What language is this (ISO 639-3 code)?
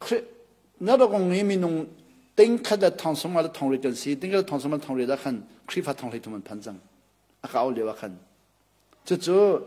cnh